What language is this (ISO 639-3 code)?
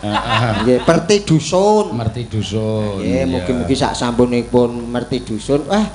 jav